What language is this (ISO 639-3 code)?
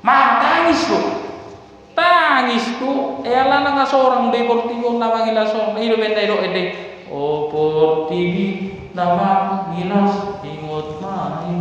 bbc